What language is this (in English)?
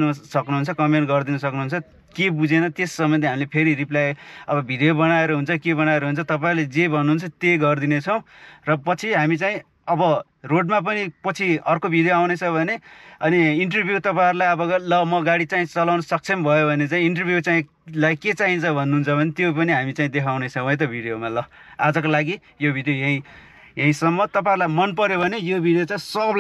Nepali